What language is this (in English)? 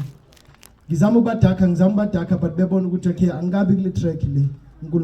Zulu